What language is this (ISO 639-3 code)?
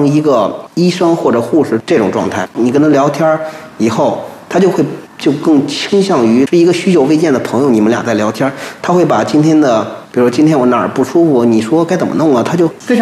zho